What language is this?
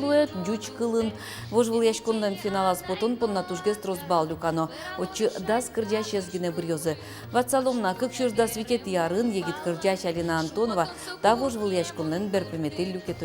Udmurt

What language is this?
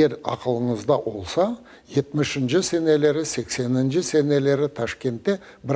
Crimean Tatar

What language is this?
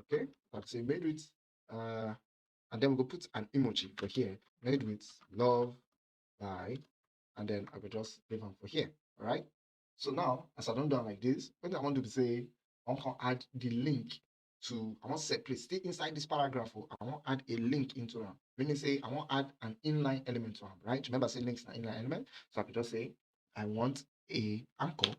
Nigerian Pidgin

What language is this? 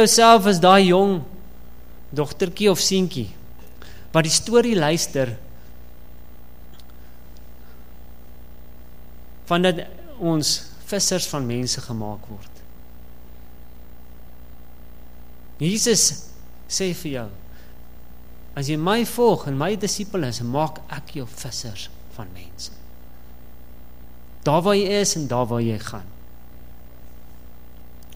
Afrikaans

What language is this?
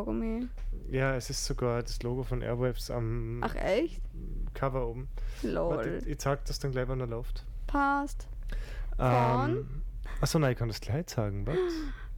German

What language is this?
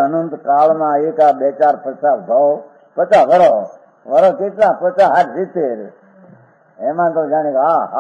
Gujarati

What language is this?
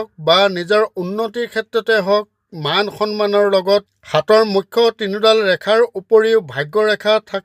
Assamese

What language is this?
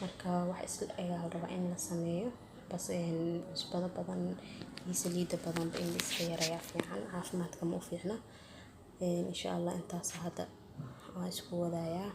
Somali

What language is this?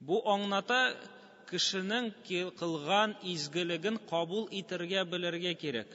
Tatar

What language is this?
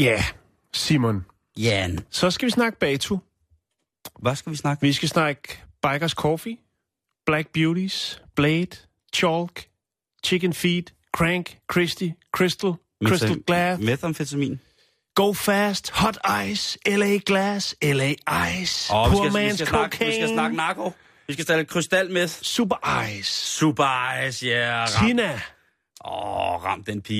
Danish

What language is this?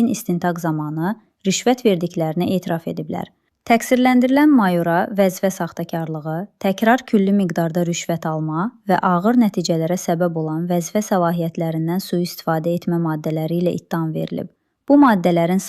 Azerbaijani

